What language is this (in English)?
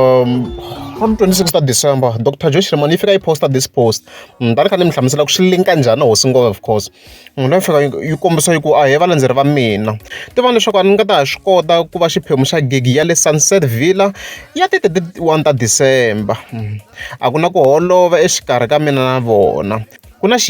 Tsonga